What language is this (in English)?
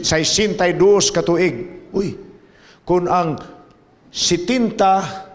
Cebuano